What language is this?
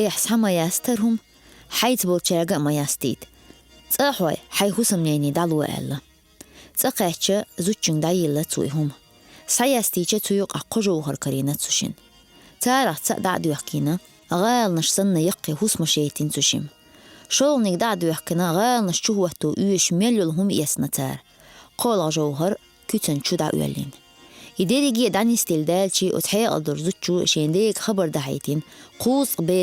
Chechen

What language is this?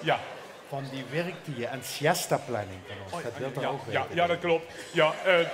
Limburgish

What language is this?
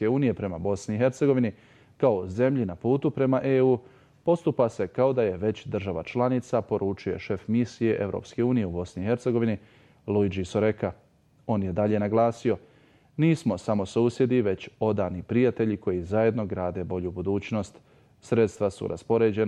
Bosnian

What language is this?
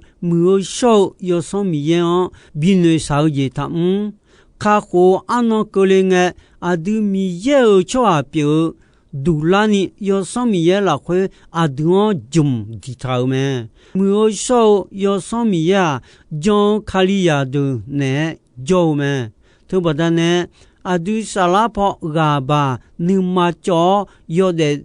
Akha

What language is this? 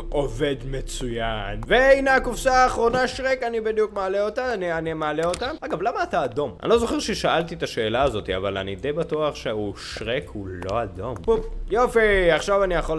Hebrew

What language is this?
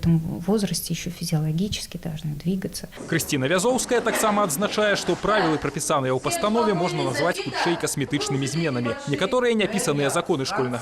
Belarusian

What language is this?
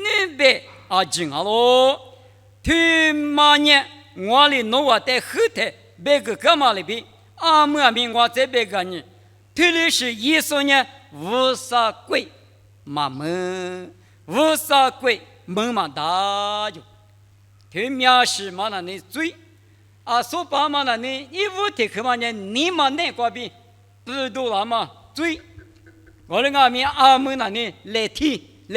Lisu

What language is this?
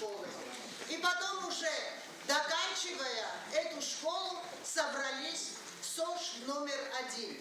Ossetic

